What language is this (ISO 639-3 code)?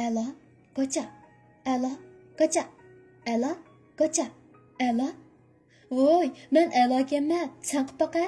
uig